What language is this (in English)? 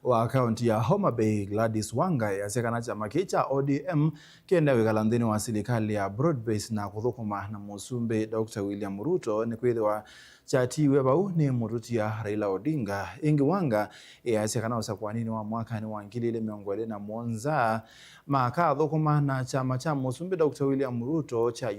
Kamba